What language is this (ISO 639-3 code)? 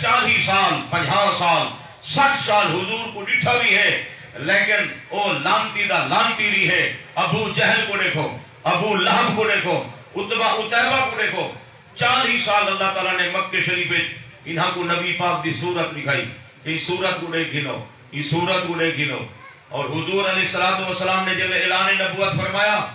skr